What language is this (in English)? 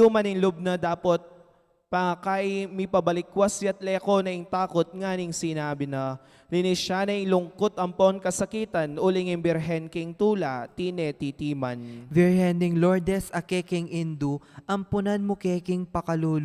Pampanga